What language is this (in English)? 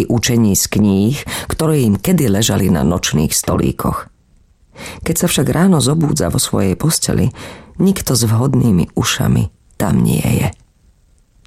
Slovak